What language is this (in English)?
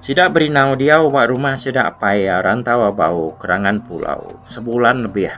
Iban